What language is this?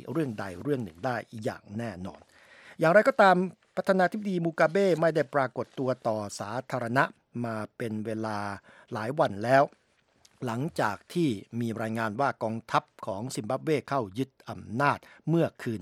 Thai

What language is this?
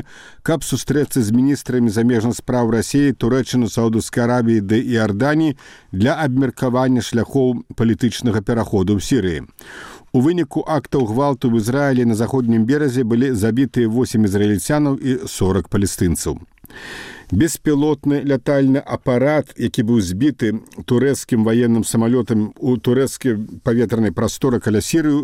Belarusian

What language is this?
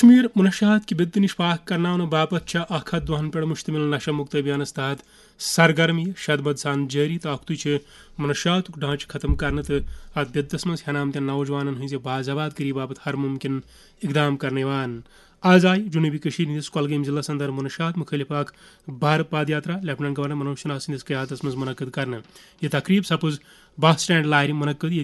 Kashmiri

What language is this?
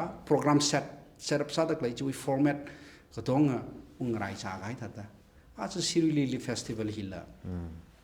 Tangkhul Naga (India)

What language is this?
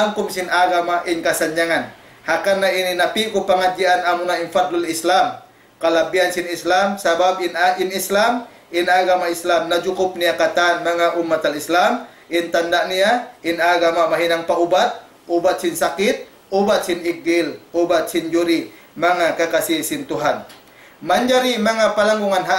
Tausug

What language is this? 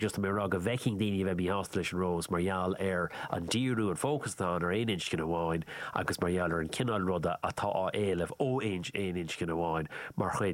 Irish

